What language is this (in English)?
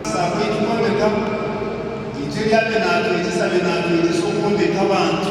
Nyankole